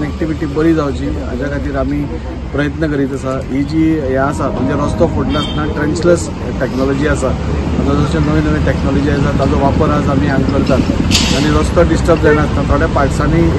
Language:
Konkani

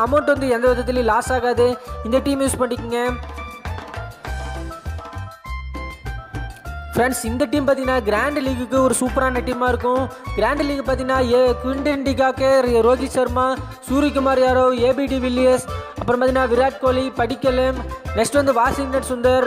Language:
Tamil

